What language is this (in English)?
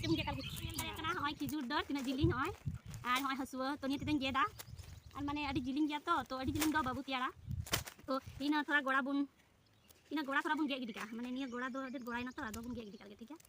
Santali